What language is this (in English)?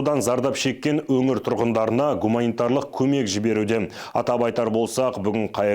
Kazakh